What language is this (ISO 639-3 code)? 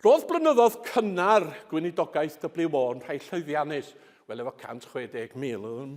cym